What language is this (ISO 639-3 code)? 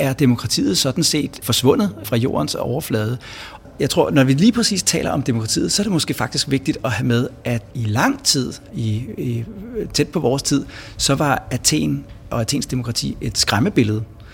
dan